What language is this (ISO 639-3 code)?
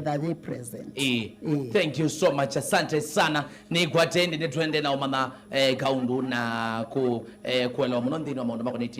kam